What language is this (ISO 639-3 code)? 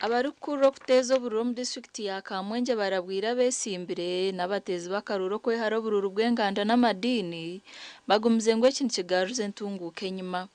nyn